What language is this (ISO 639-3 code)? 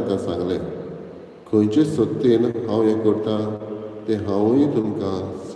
kok